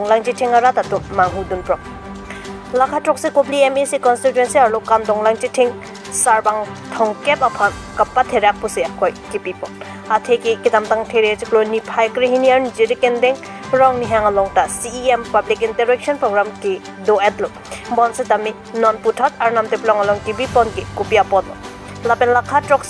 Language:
Karbi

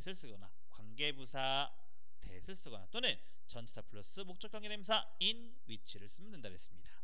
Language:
Korean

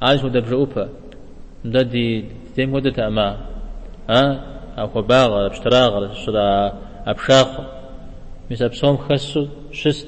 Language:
Kabardian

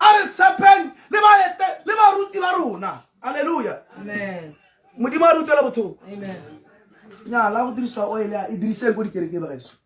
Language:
Tswana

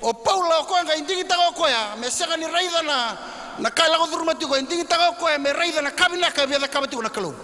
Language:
Fijian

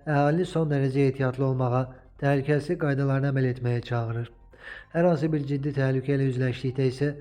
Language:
Azerbaijani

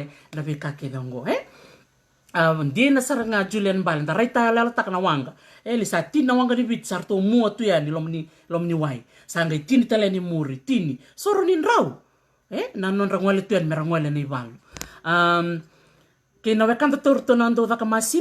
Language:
Fijian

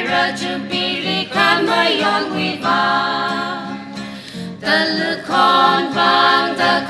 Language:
Tangkhul Naga (India)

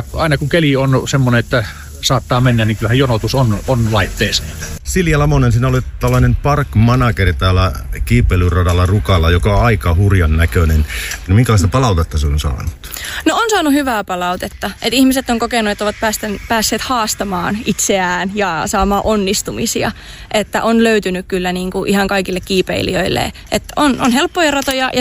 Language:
Finnish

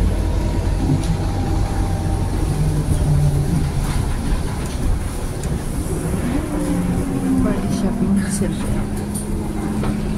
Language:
Filipino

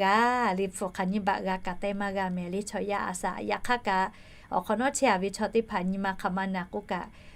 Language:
Lahu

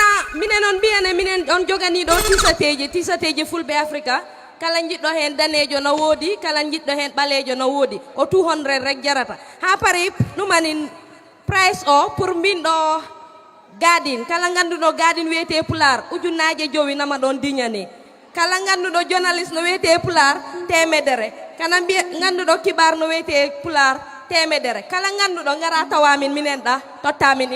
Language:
Fula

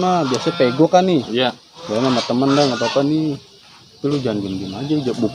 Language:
Betawi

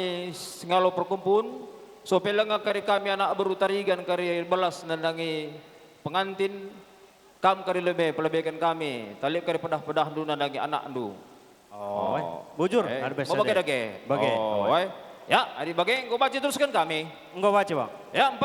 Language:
Batak Karo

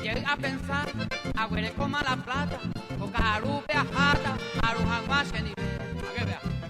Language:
Guarani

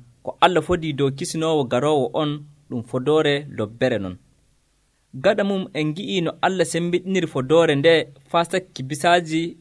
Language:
Nigerian Fulfulde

